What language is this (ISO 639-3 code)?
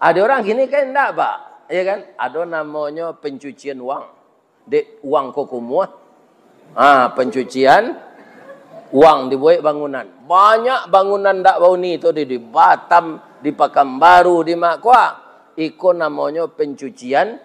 min